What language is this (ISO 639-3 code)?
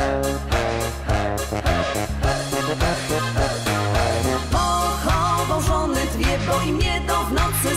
pol